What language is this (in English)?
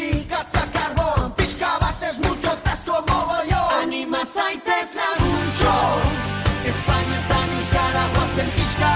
Basque